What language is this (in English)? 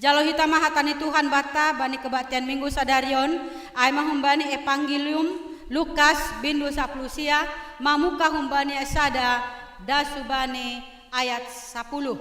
Batak Simalungun